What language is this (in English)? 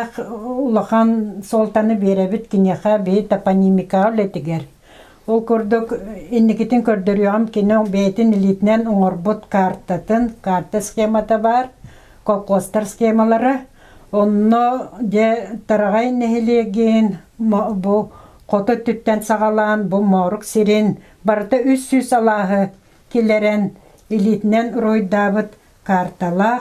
Yakut